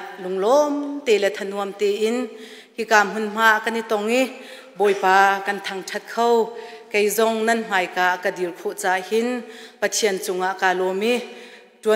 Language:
Hakha Chin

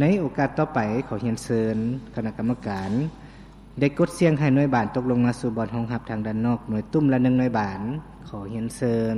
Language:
Lao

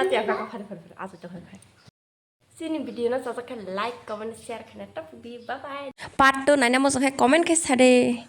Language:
Kok Borok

